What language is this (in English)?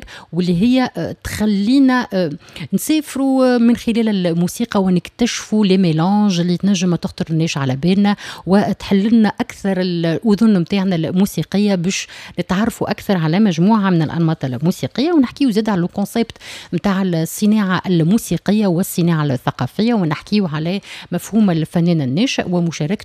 Tunisian Arabic